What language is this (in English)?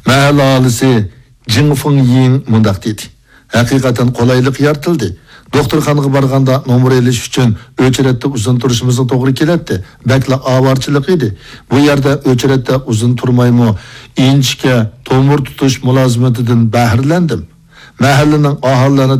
Uyghur